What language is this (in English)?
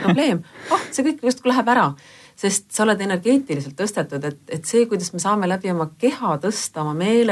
Estonian